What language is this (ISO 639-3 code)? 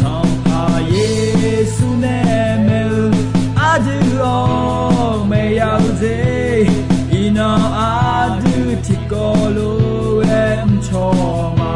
ahk